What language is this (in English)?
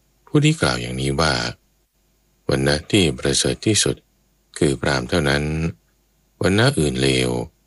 Thai